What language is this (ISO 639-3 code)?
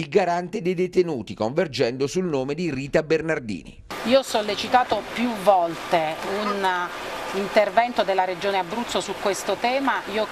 ita